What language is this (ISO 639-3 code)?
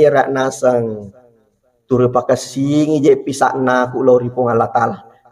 bug